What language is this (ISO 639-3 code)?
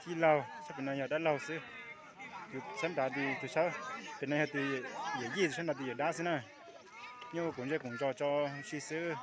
hmn